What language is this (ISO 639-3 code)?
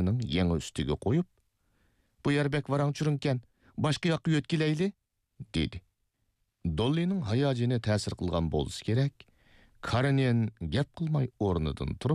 uig